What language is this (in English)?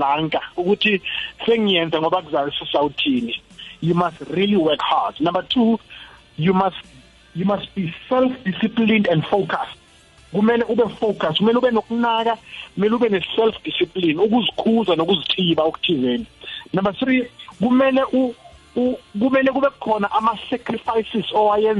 South Ndebele